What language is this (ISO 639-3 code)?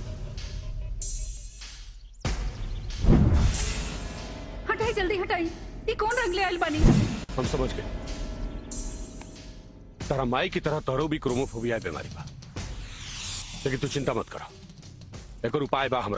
bho